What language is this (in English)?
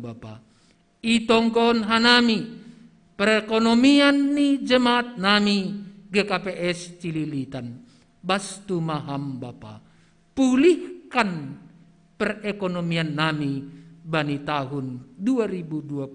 Batak Simalungun